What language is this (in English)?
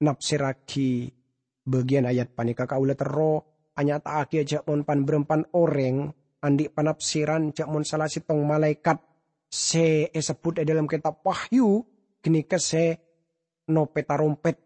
Madurese